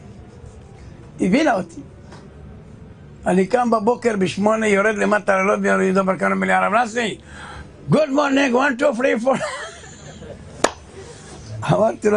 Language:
Hebrew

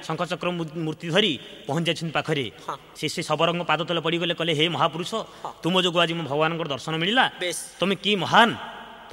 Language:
Odia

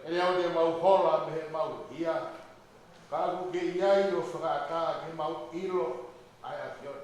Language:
Tongan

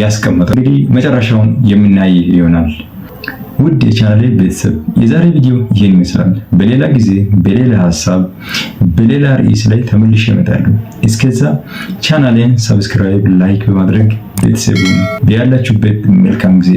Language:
Amharic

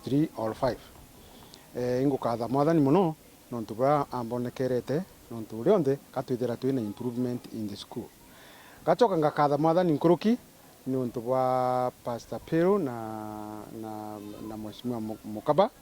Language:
Meru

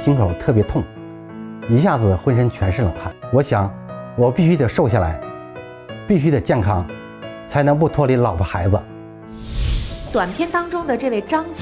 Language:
Chinese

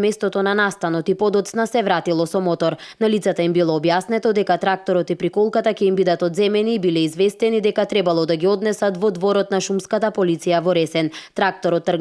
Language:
Macedonian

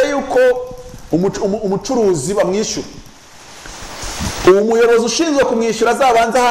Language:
Kinyarwanda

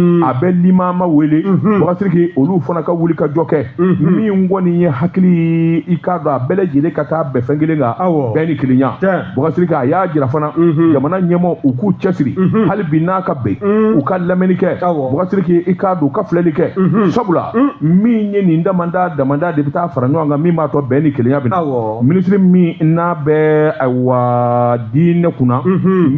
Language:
Bambara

